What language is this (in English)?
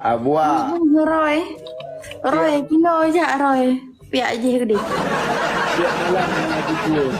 Achinese